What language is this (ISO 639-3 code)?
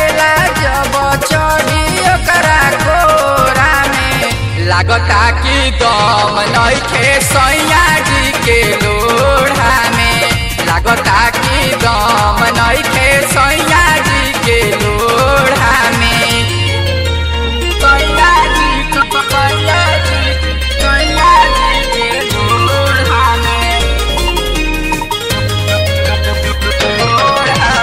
bho